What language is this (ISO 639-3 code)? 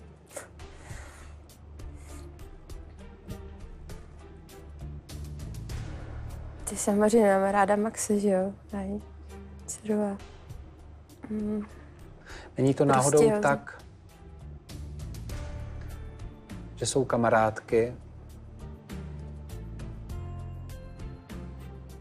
ces